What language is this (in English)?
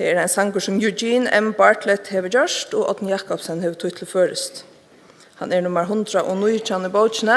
Faroese